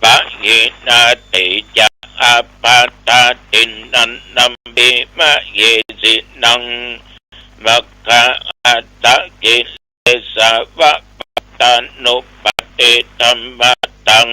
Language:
Pali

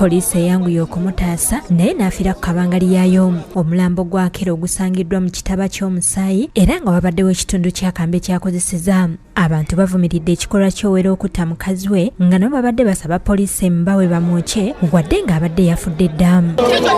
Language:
Ganda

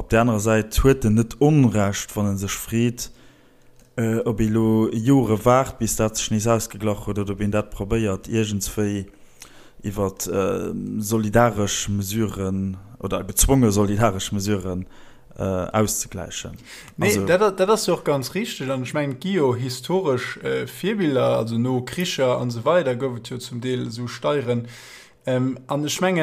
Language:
Luxembourgish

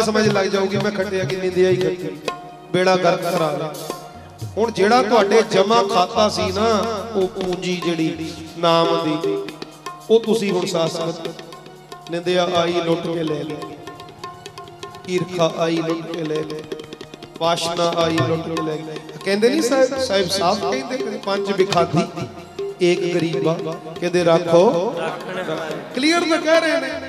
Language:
Punjabi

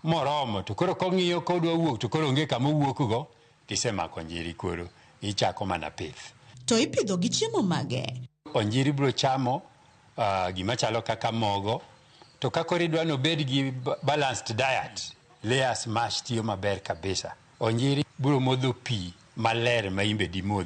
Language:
Luo (Kenya and Tanzania)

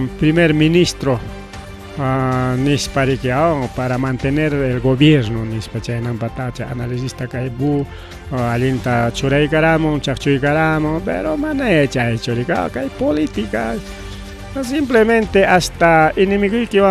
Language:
Ayacucho Quechua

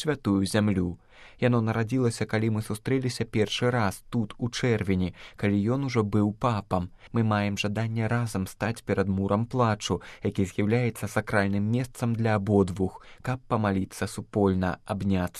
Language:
Belarusian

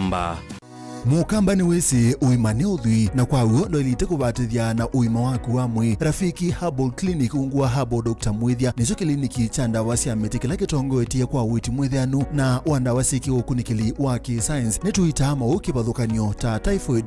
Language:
Kamba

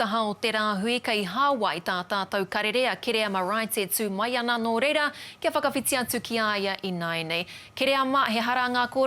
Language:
Māori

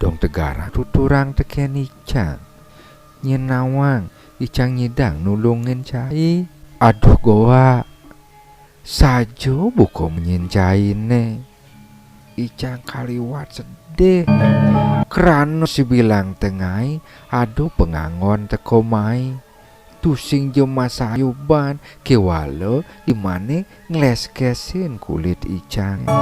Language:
Balinese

